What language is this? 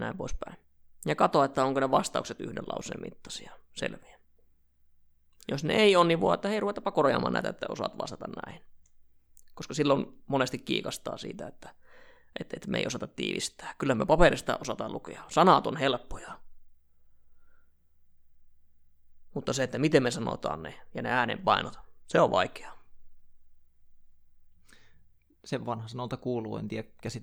Finnish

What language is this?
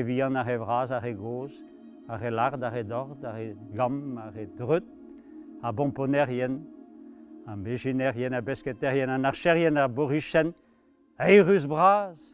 Breton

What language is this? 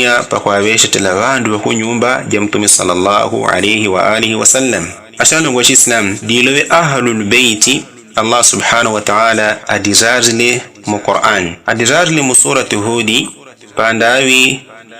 Yao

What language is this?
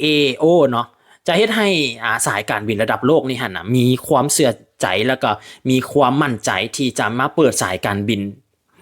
Lao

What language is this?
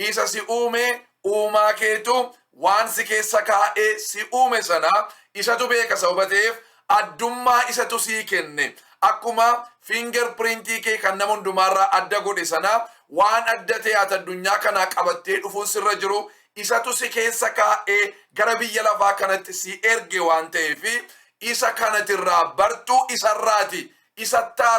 Oromo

